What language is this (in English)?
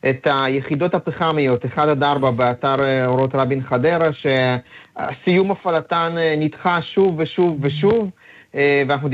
Hebrew